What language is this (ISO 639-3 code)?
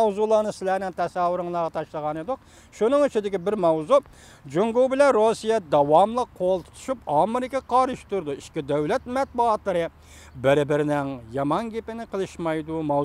uig